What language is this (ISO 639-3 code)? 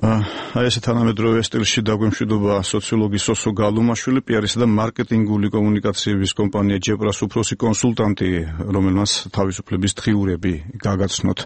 kat